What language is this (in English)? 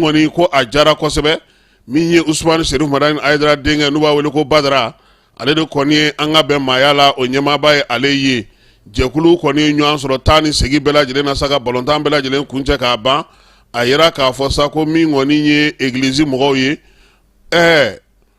Bambara